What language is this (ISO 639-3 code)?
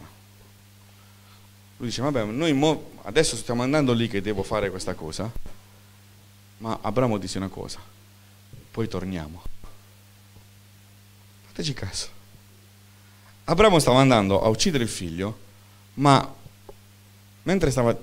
ita